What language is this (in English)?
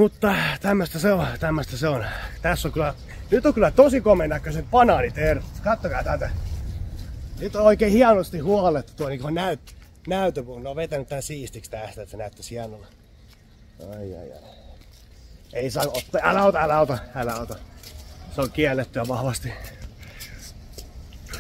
Finnish